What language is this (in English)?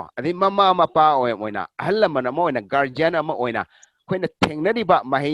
Manipuri